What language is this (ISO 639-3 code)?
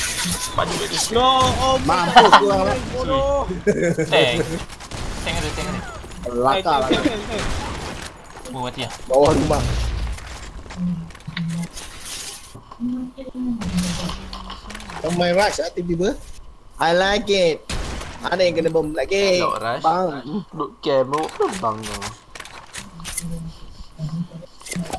msa